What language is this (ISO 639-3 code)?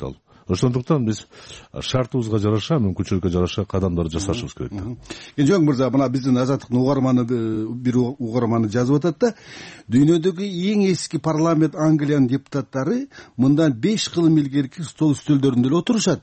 kir